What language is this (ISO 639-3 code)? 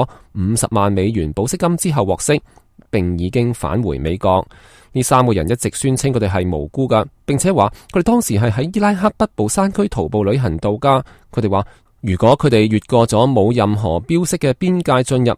yue